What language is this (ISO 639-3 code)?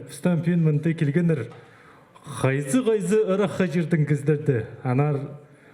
kjh